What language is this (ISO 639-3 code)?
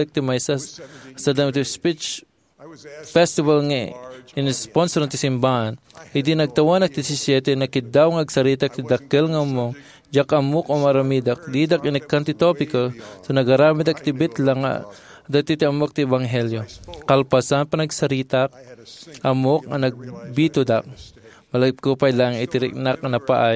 ilo